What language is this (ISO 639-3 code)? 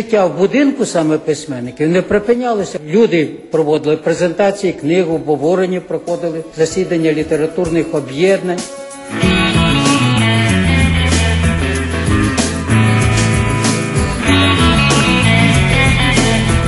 ukr